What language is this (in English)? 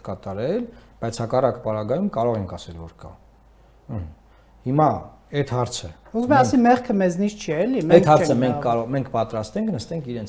Armenian